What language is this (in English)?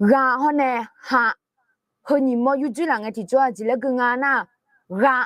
Akha